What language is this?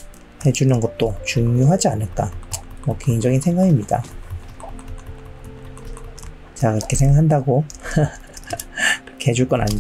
Korean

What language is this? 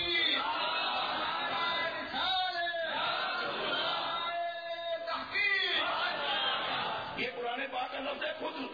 Urdu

